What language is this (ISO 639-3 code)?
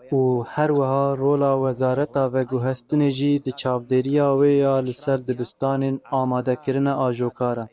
kur